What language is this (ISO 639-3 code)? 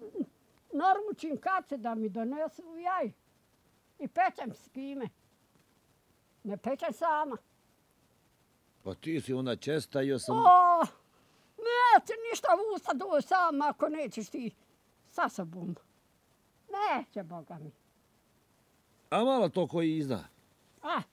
bos